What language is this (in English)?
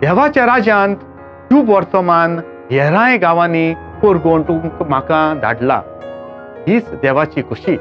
Konkani